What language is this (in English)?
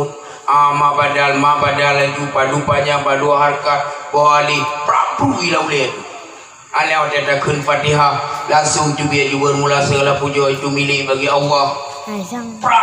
Achinese